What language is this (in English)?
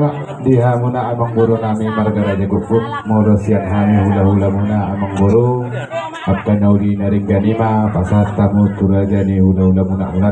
Batak Toba